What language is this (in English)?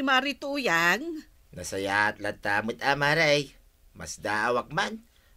Iloko